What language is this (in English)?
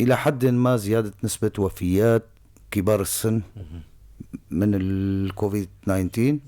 North Levantine Arabic